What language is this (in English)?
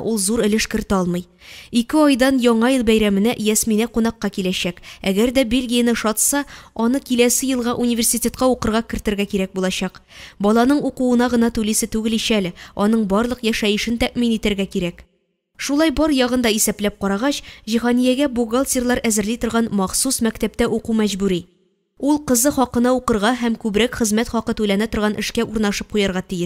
Tatar